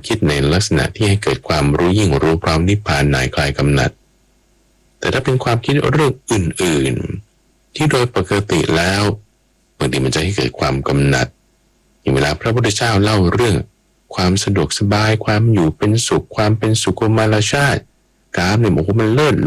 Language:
Thai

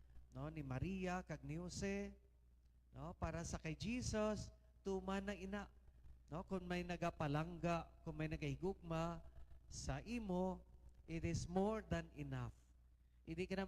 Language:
Hiligaynon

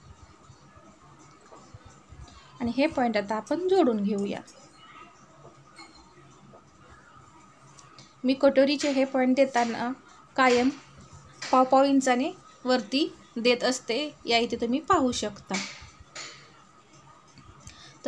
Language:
Marathi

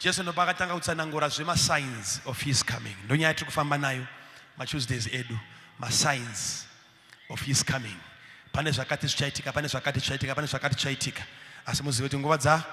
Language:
Shona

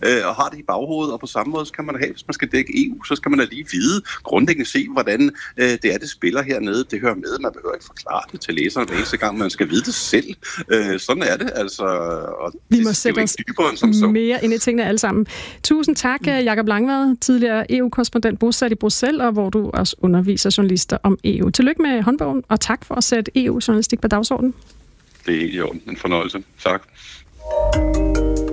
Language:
Danish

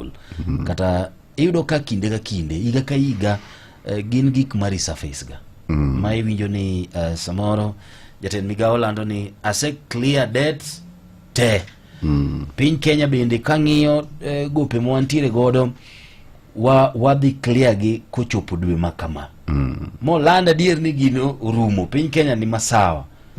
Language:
Luo (Kenya and Tanzania)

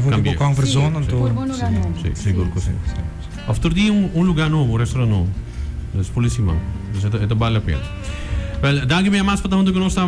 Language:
Papiamento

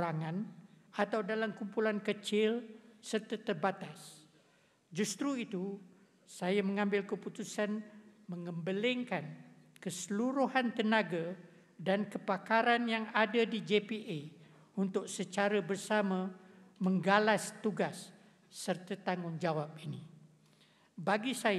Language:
Malay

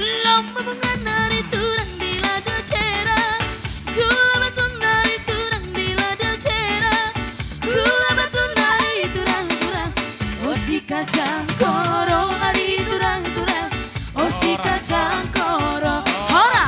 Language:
Batak Toba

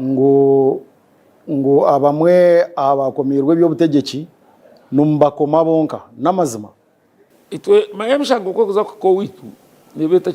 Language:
Nyankole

